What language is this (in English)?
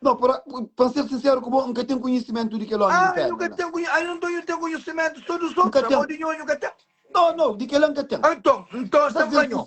Kabuverdianu